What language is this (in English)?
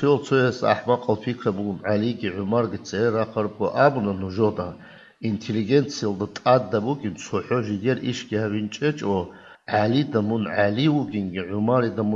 Avaric